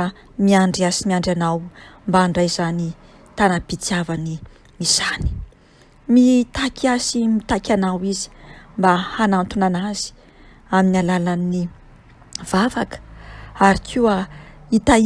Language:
Malagasy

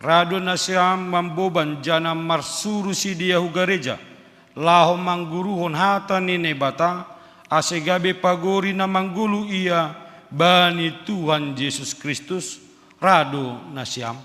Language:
Batak Simalungun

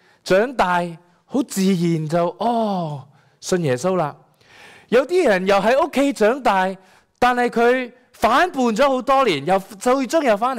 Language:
Cantonese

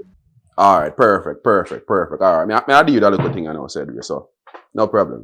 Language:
Jamaican Creole English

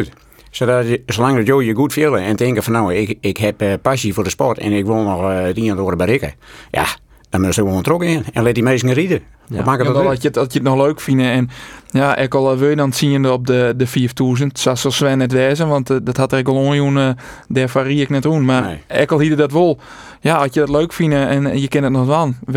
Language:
Western Frisian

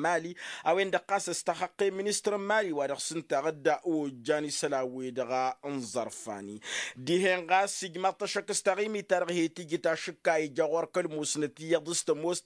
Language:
Tamasheq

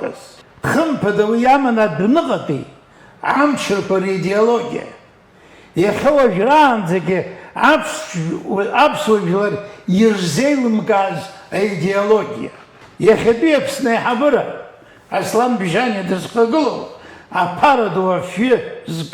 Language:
Abkhazian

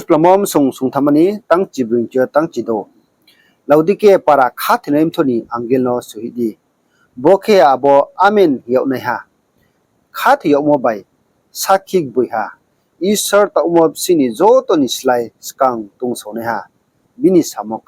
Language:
Riang (India)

